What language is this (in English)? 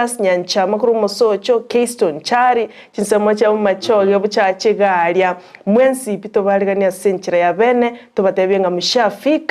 Gusii